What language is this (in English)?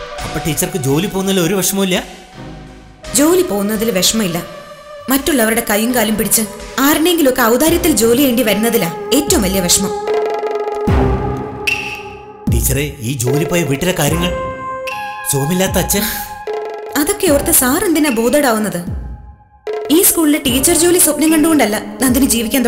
Malayalam